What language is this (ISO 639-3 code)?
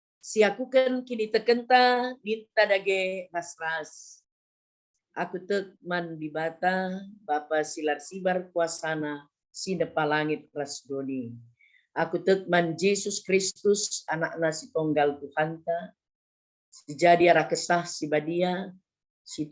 btx